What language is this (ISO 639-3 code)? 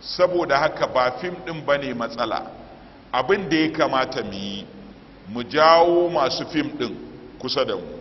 hau